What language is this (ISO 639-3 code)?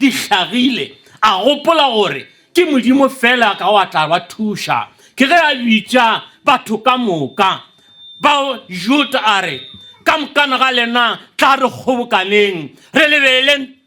nso